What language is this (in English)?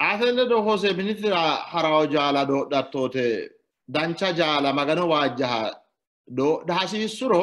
Sidamo